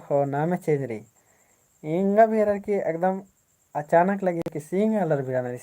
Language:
Kurukh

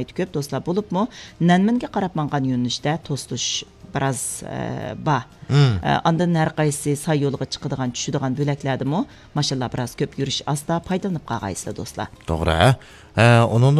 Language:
Uyghur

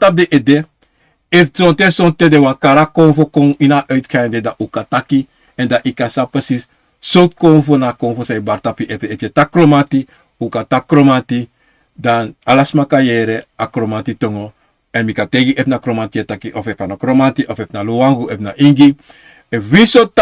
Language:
Sranan Tongo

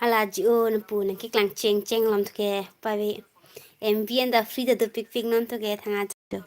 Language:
Karbi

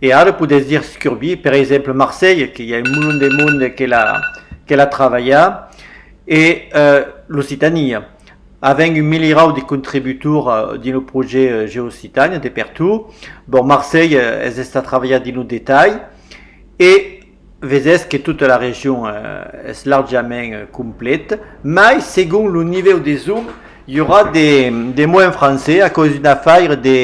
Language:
Occitan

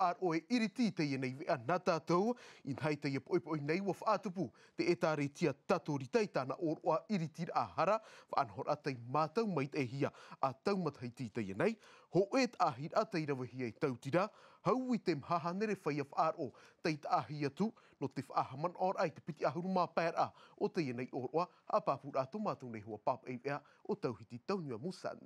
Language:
Tahitian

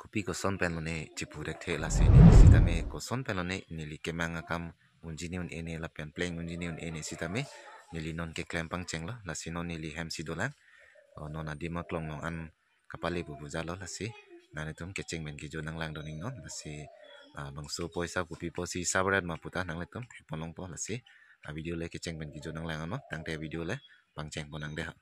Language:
Karbi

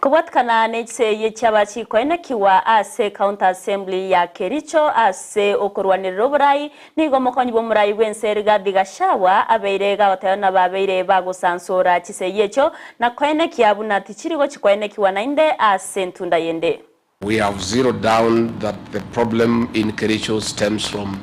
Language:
Gusii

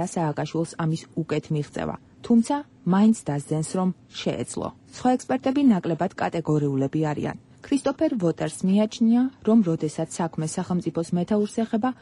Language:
Georgian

